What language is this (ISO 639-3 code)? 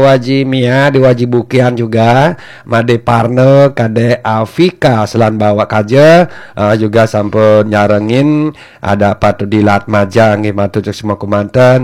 ban